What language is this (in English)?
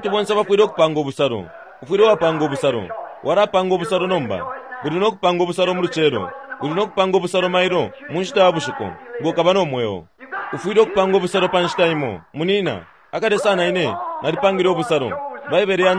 Bemba